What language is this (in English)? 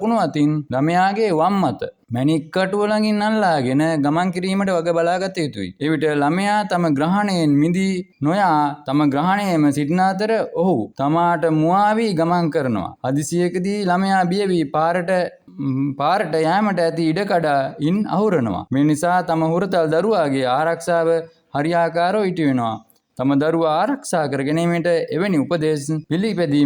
Sinhala